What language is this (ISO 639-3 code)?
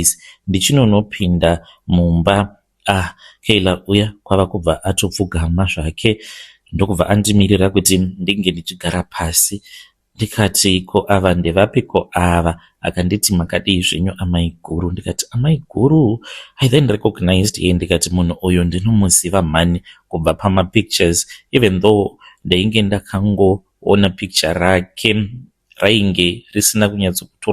sna